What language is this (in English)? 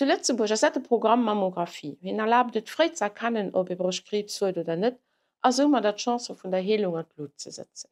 Luxembourgish